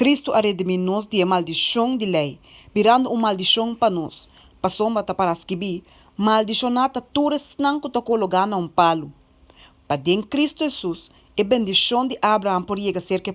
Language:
Papiamento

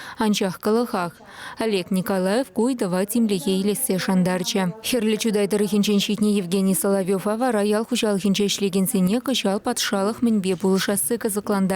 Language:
Chuvash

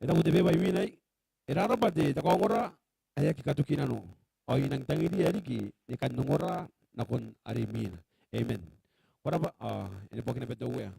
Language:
Gilbertese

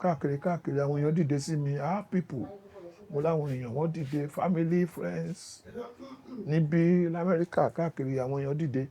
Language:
Yoruba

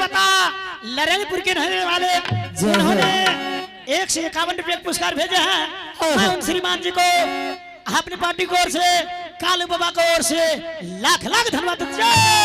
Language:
Angika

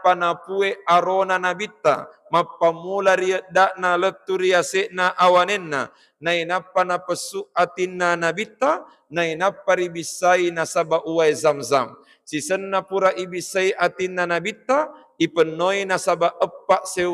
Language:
Buginese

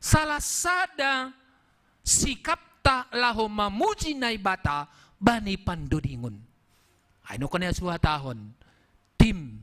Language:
Batak Simalungun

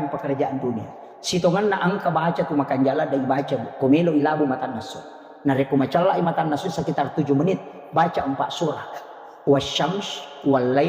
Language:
Buginese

